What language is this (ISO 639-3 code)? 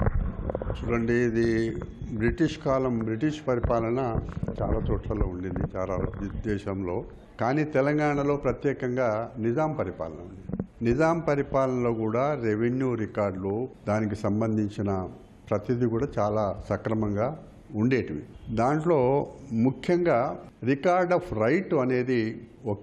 tel